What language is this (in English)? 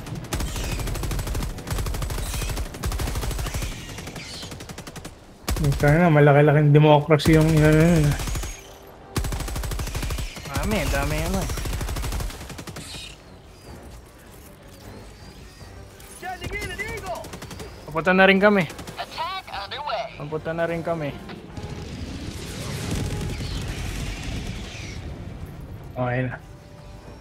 Filipino